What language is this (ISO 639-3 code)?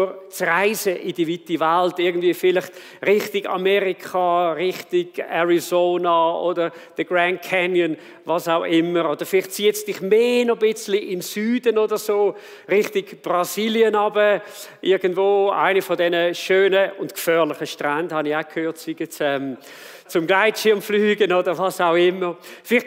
gsw